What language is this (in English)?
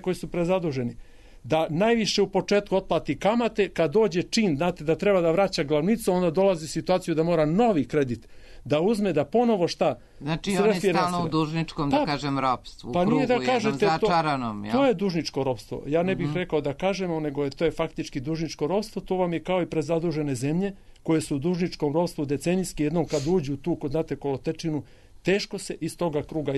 Serbian